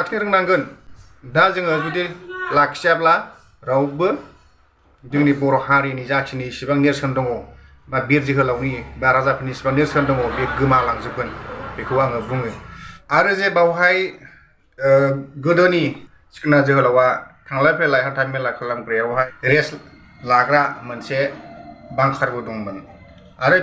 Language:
Bodo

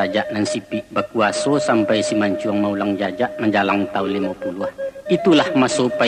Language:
Minangkabau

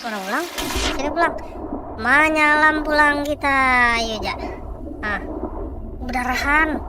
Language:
Banjar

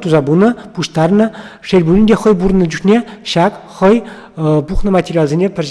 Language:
Chuvash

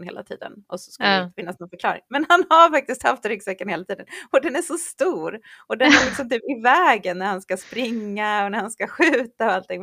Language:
Swedish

